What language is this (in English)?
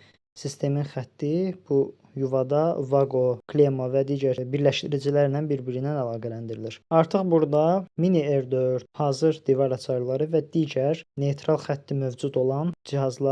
Azerbaijani